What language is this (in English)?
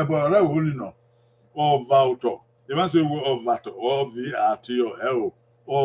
Bini